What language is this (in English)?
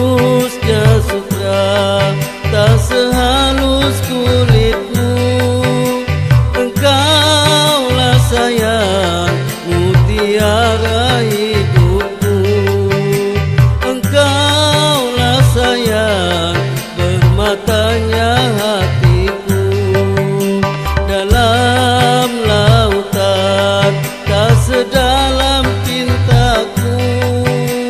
Malay